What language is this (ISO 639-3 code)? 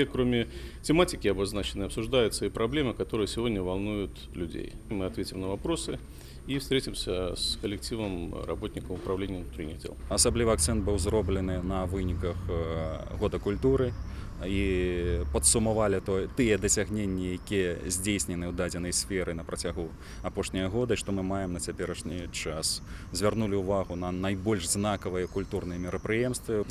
bel